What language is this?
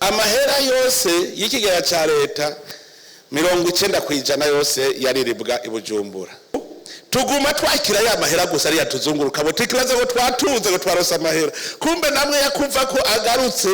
Rundi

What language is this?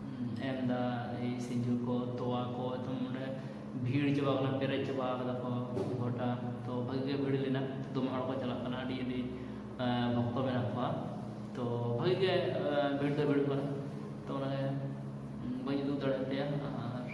Santali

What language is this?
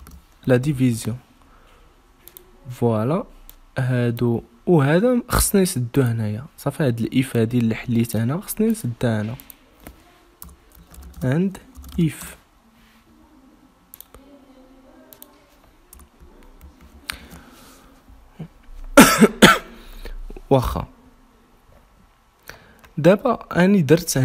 Moroccan Arabic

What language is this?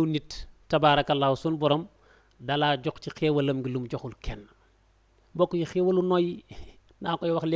Wolof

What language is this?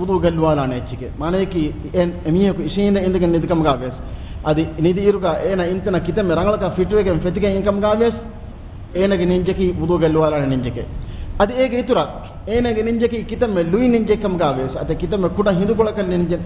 Divehi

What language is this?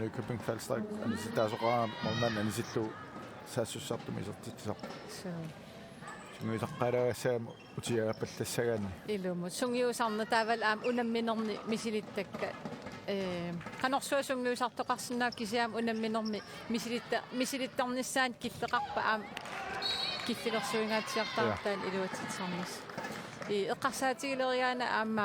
Kalaallisut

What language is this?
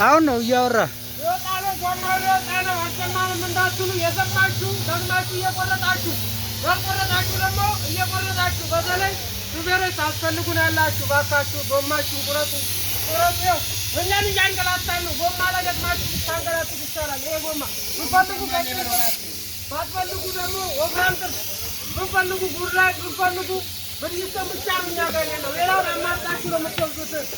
Amharic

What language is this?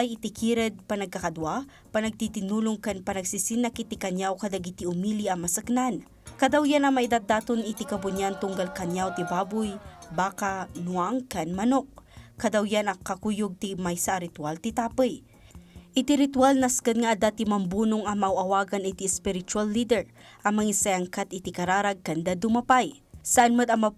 Iloko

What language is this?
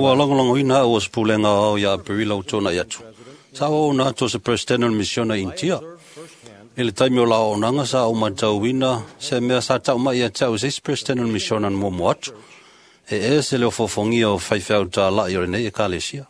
Samoan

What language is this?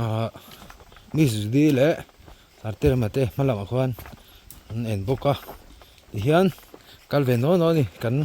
Mizo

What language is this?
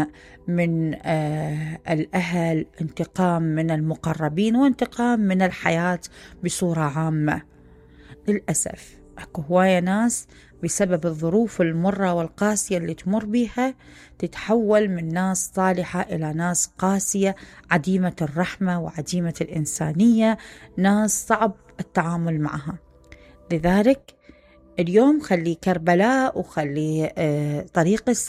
Mesopotamian Arabic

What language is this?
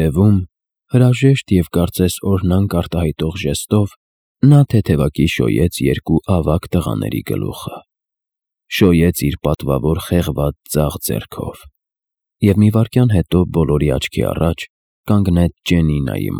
Armenian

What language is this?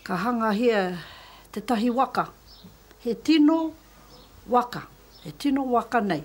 Māori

